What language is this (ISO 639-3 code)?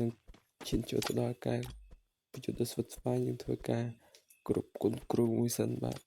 khm